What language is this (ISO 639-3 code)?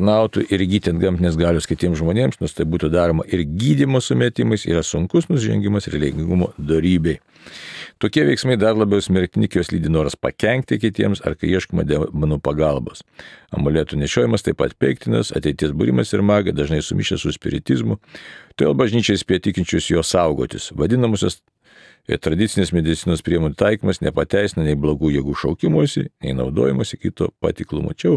lit